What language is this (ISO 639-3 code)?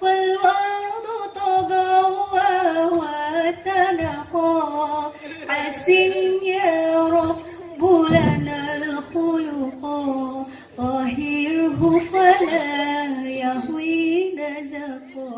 ace